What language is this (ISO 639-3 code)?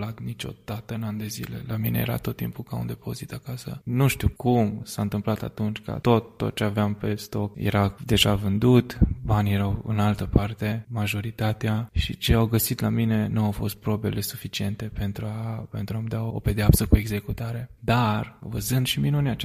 ron